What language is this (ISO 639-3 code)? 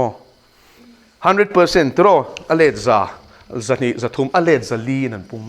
lus